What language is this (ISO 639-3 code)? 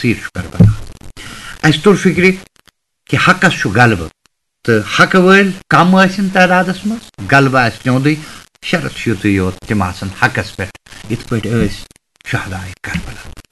kas